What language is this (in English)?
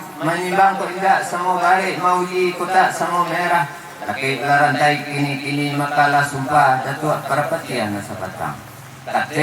Minangkabau